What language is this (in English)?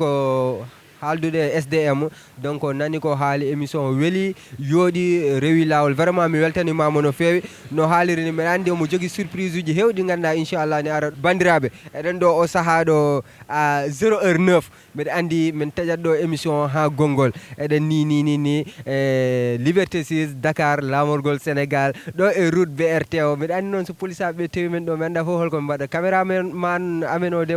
Fula